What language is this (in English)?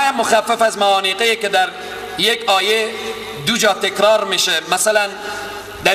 Persian